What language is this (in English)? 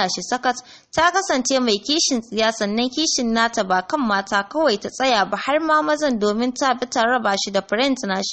Hausa